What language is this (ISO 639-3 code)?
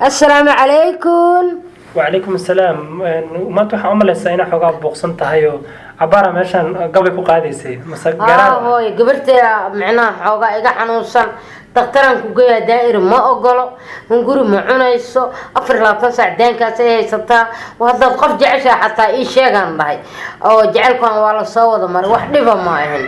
som